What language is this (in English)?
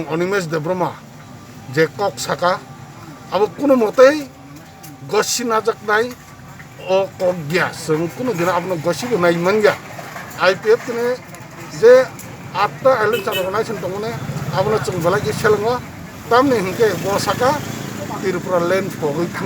Kok Borok